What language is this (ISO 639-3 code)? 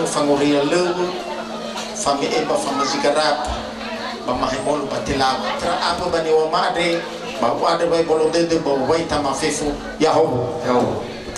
nia